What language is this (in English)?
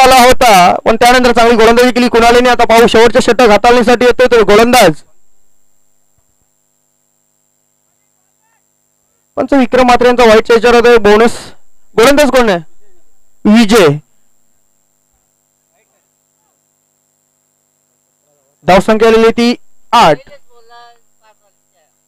Marathi